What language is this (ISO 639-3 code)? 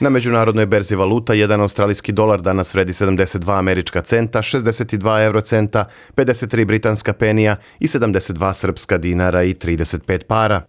srp